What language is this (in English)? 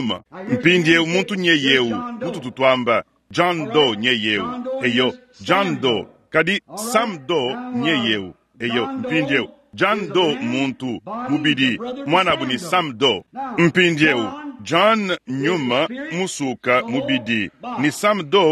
Luba-Lulua